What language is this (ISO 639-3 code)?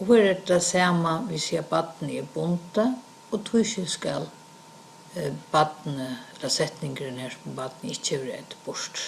fao